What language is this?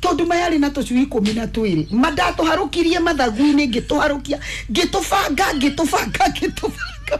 Kikuyu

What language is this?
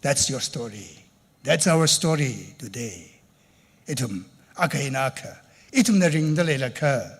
Tangkhul Naga (India)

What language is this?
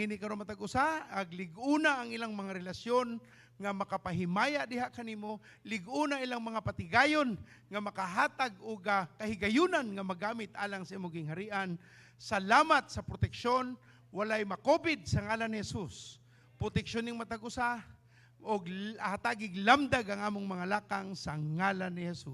Cebuano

